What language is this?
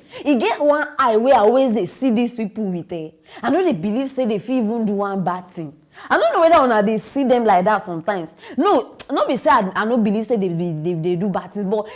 Nigerian Pidgin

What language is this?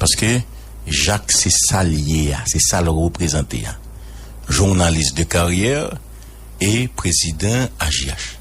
Haitian Creole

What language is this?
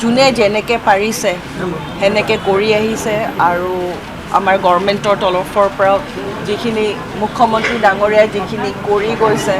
Assamese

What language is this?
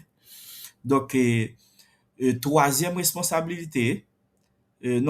Haitian Creole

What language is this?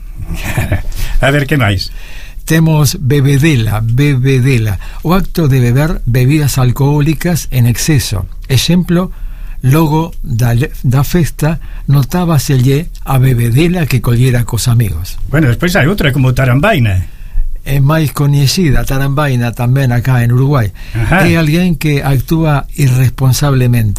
Galician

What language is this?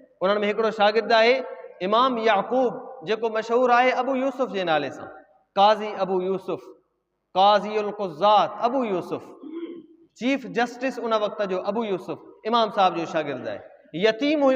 Sindhi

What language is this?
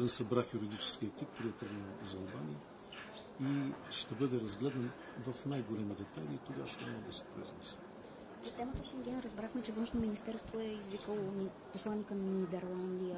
Bulgarian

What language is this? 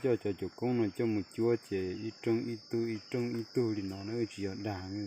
Hmong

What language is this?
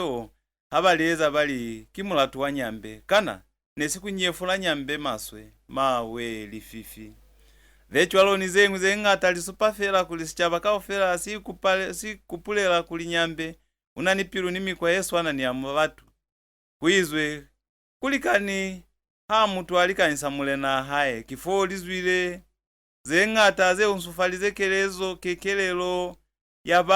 Lozi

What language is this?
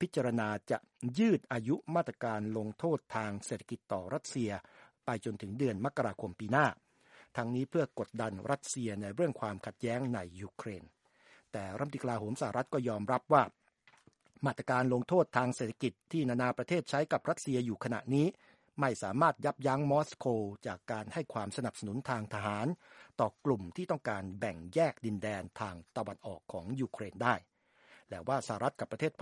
Thai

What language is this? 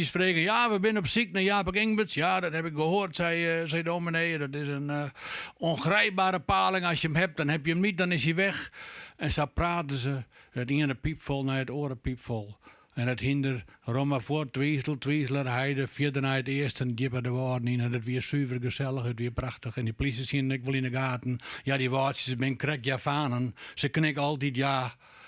Western Frisian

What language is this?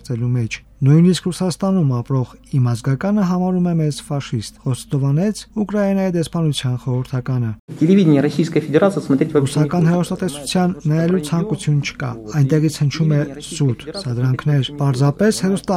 Armenian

